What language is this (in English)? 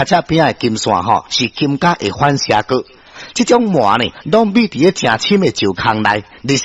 Min Nan Chinese